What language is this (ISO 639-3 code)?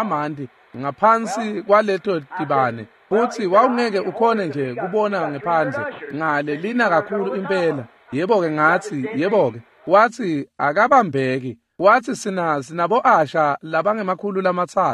ssw